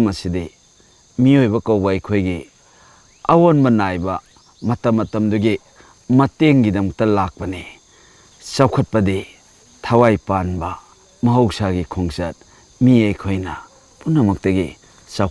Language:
Manipuri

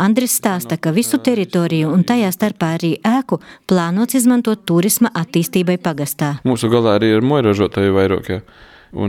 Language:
Latvian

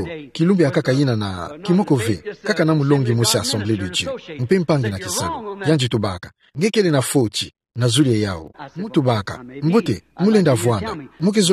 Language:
Kituba (Democratic Republic of Congo)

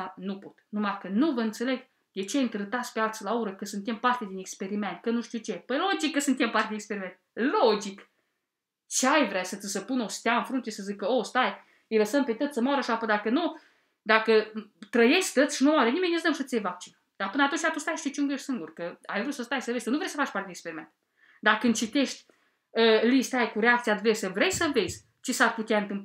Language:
Romanian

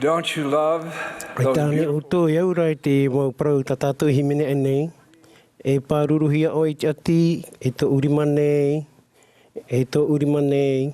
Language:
Tahitian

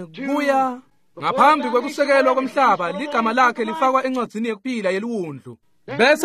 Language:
Swati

